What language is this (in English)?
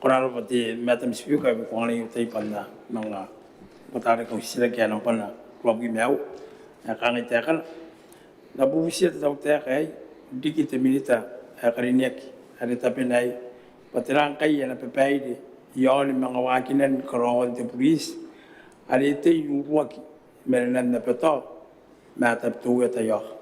Gilbertese